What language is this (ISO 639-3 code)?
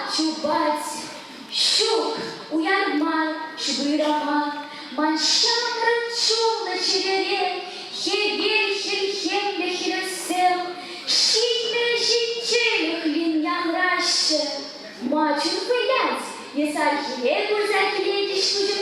chv